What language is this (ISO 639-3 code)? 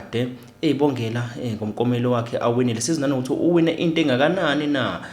zul